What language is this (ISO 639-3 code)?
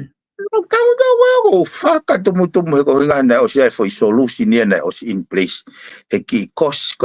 ton